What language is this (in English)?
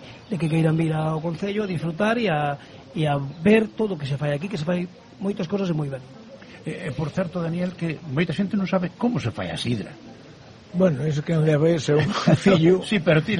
Galician